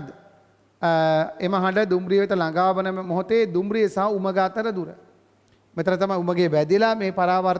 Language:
Sinhala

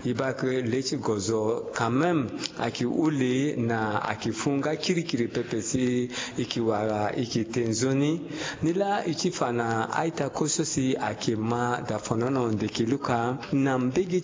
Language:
Sango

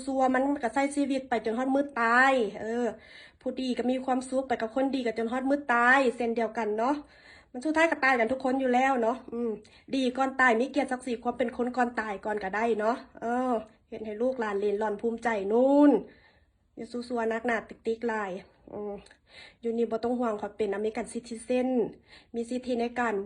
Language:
Northeastern Thai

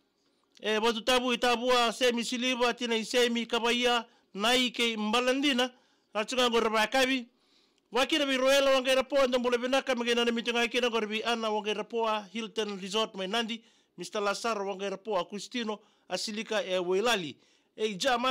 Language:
Fijian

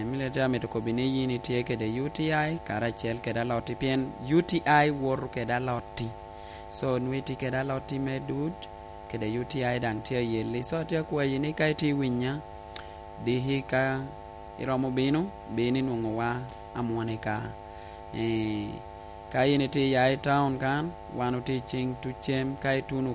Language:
Lango (Uganda)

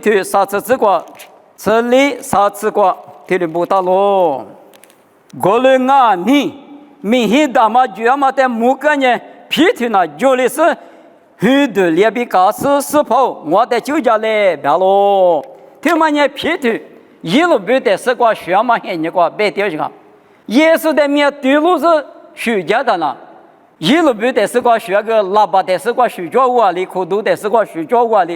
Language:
Lisu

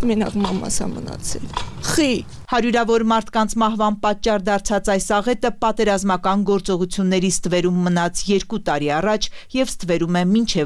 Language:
Armenian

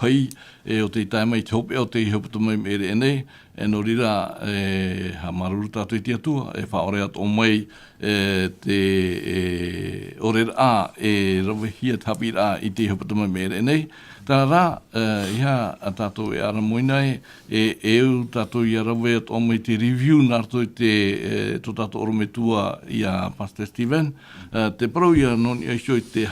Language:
Tahitian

